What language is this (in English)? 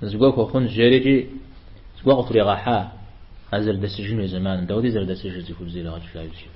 Kabardian